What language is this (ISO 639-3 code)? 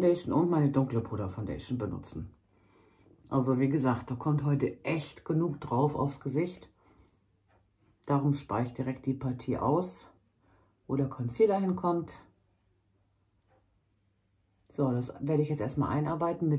deu